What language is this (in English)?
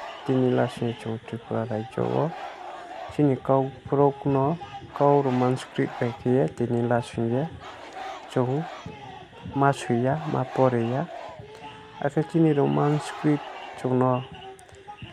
Riang (India)